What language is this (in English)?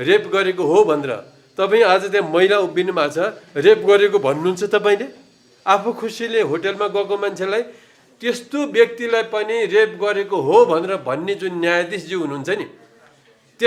Nepali